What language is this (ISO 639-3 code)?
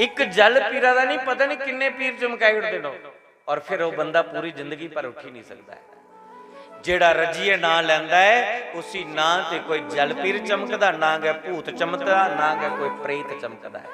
doi